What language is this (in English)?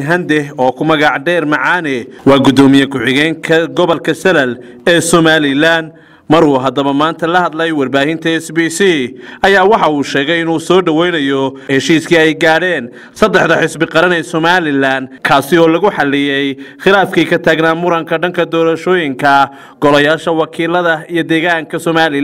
Somali